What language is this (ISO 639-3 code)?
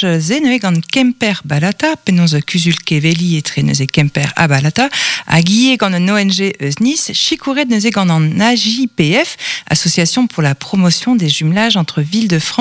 bre